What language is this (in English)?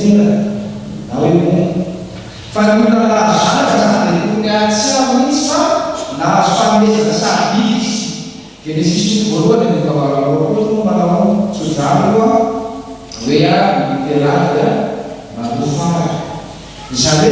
Malagasy